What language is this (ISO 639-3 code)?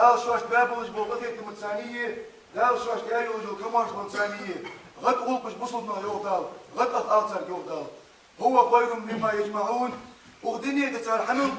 inh